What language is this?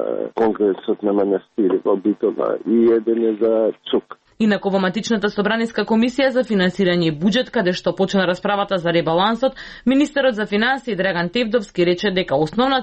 Macedonian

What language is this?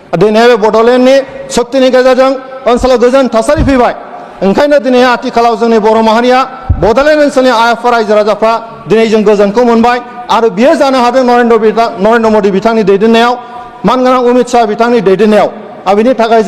Bodo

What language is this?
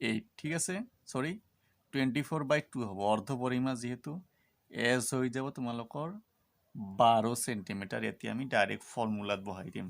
Assamese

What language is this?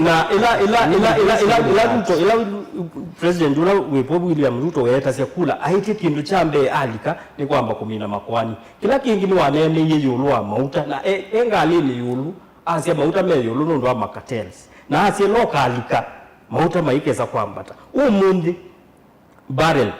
Kamba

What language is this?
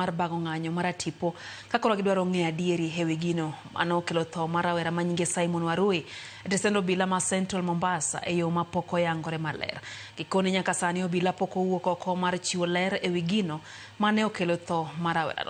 Luo (Kenya and Tanzania)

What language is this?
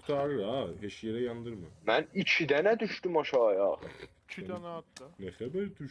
South Azerbaijani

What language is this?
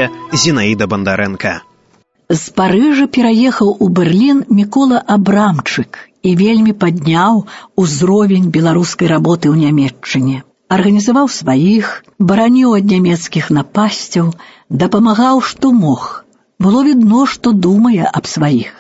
Belarusian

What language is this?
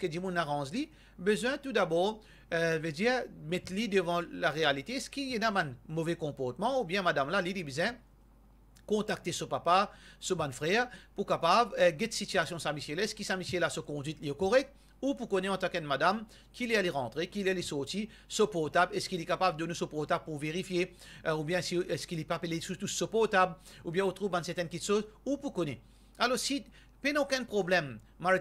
Morisyen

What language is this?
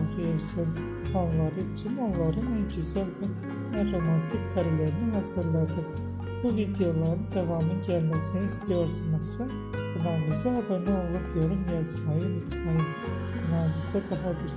Turkish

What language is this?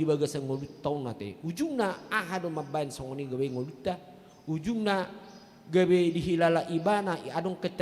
Batak Toba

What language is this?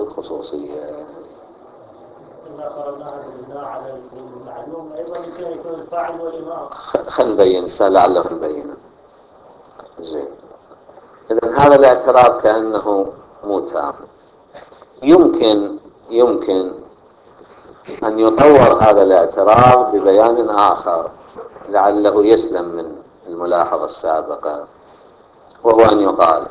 Arabic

